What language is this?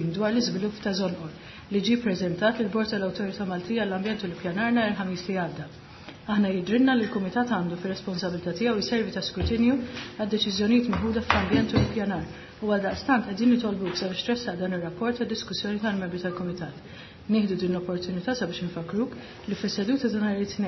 Maltese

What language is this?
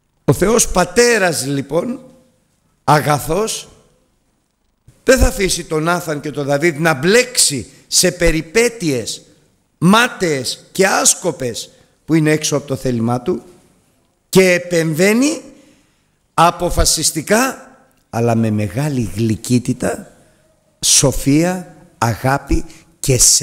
Greek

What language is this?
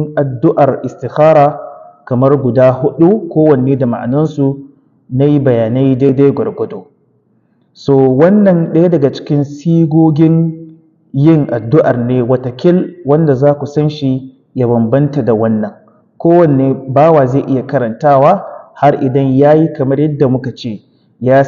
Hausa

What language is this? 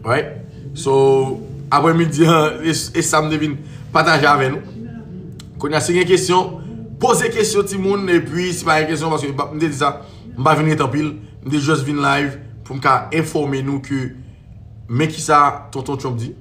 Haitian Creole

